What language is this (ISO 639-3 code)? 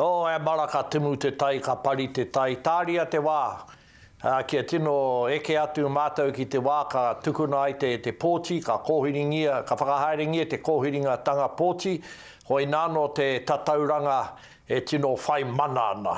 mri